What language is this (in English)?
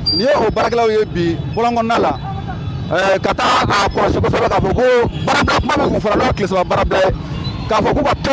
Bambara